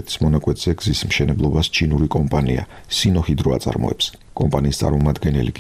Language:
Georgian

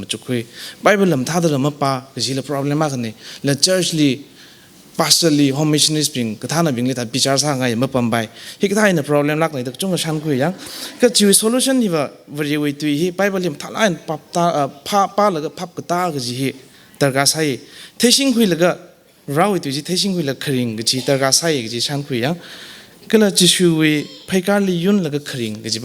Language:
Tangkhul Naga (India)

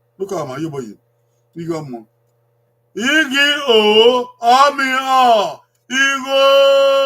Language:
Bini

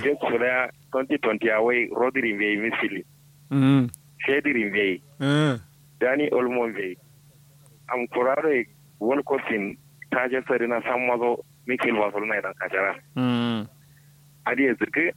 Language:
Kanuri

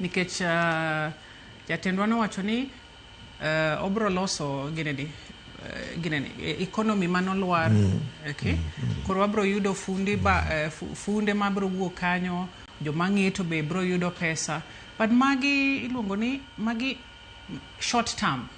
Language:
Luo (Kenya and Tanzania)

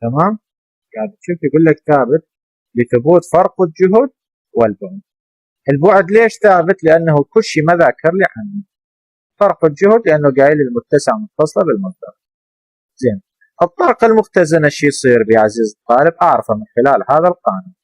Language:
Mesopotamian Arabic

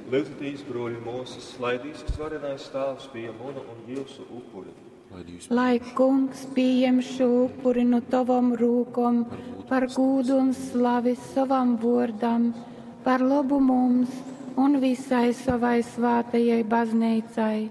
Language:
Latgalian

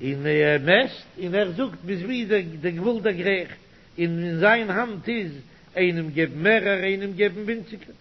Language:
Yiddish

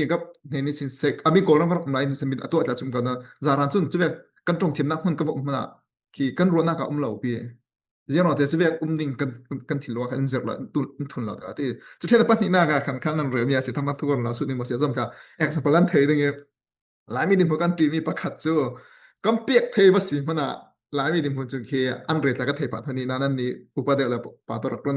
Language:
Falam Chin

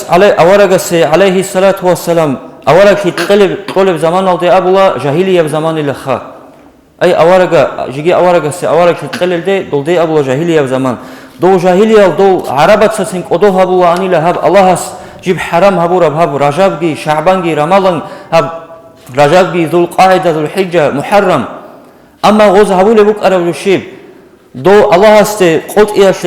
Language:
Avaric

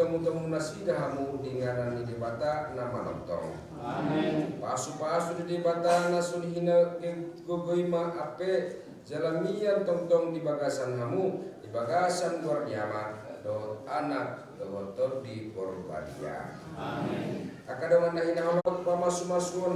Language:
Batak Toba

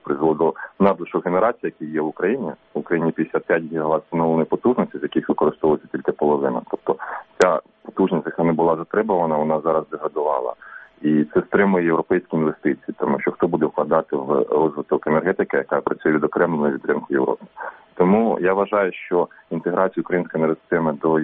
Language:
Ukrainian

